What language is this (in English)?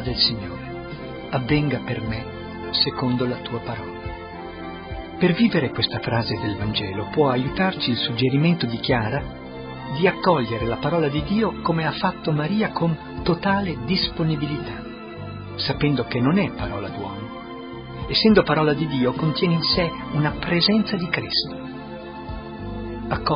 Italian